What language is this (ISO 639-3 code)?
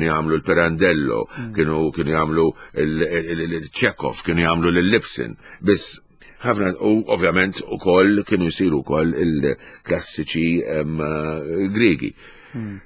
mlt